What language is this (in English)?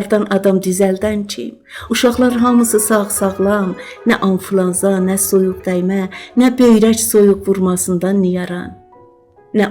South Azerbaijani